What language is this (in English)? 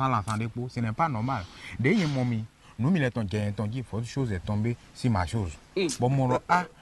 Fon